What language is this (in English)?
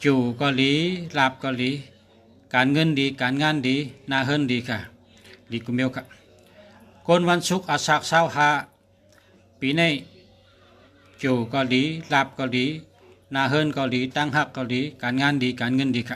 Shan